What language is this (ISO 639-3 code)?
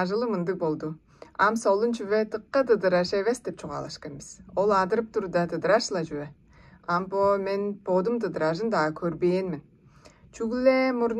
tyv